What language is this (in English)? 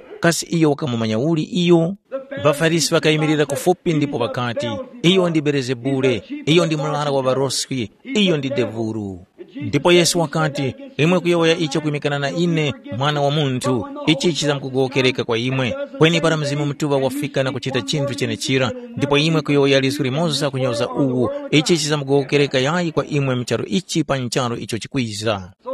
Tumbuka